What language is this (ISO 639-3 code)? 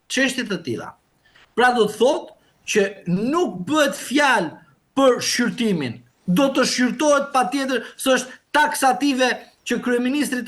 sqi